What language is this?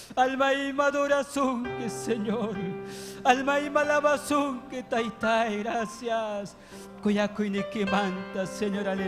Ayacucho Quechua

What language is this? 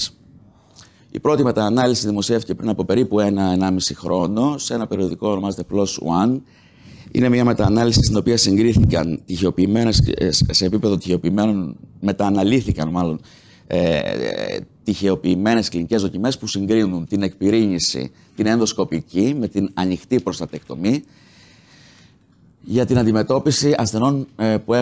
Greek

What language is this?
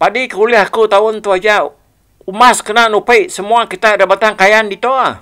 Iban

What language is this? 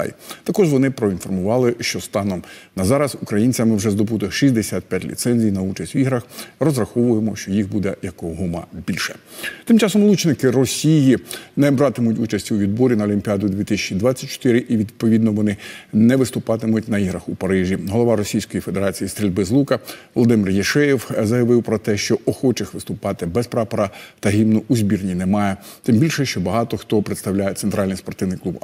Ukrainian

